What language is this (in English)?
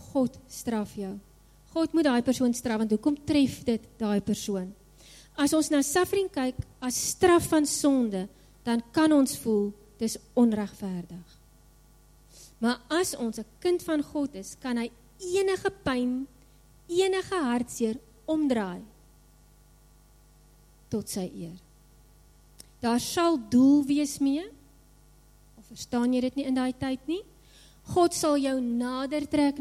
Afrikaans